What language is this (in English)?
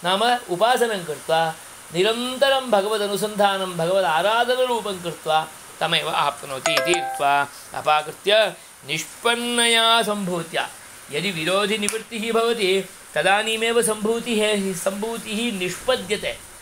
Sanskrit